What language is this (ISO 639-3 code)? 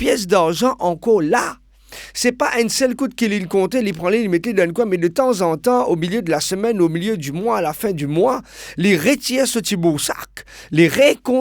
mfe